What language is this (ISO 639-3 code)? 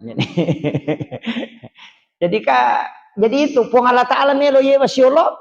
bug